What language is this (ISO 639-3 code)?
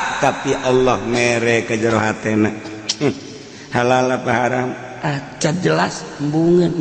sun